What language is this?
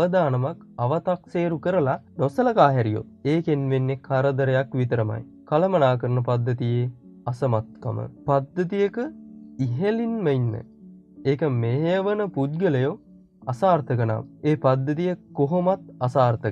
Sinhala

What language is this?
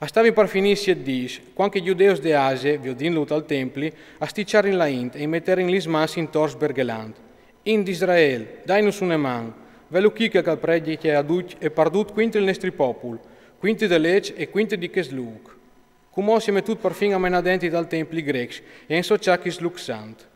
Friulian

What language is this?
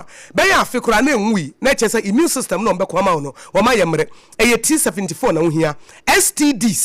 Akan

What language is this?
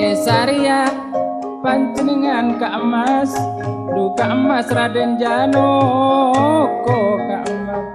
Madurese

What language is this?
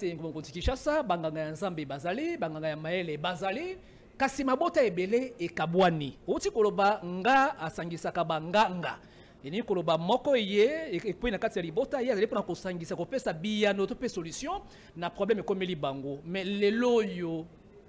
Lingala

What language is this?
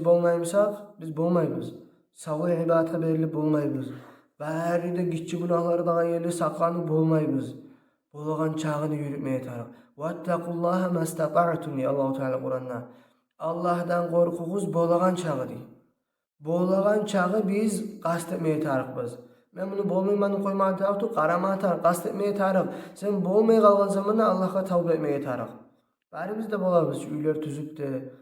Kumyk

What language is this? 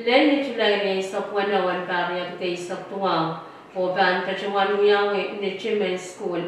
Pohnpeian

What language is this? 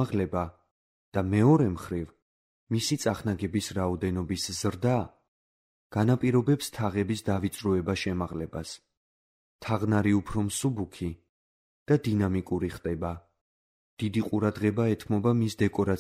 Georgian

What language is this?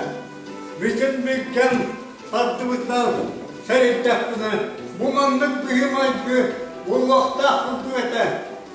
Yakut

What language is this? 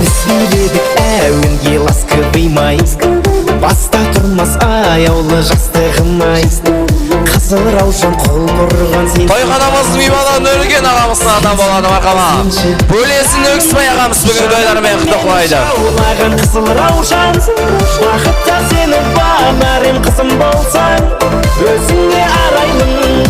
Kara-Kalpak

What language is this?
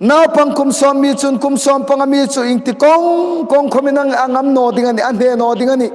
Hmar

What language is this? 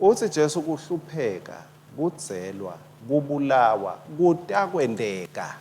Swati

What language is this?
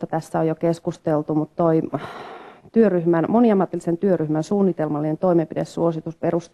Finnish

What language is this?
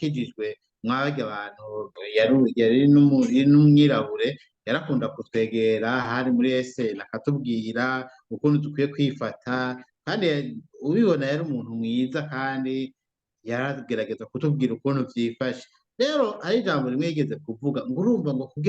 Rundi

